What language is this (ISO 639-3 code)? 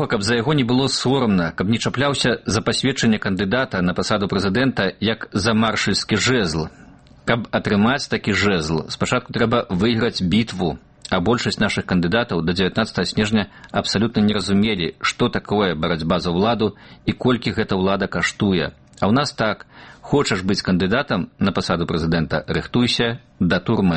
bel